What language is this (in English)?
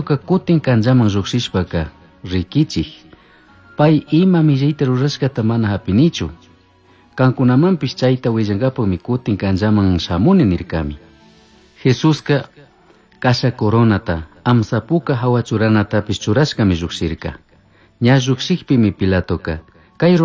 Chimborazo Highland Quichua